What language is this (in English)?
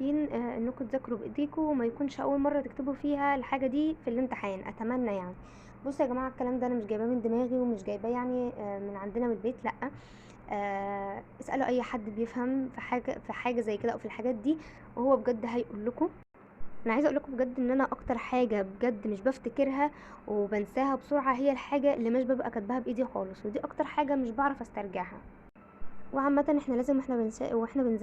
Egyptian Arabic